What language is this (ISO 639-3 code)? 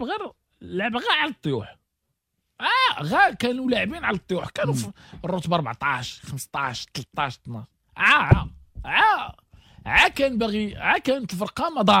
ary